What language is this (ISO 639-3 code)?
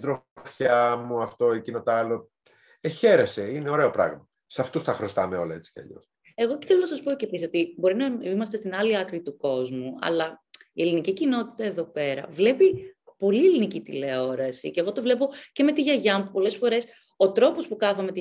ell